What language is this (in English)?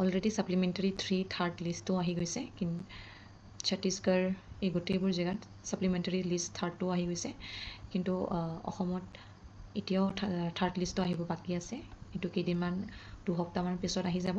Assamese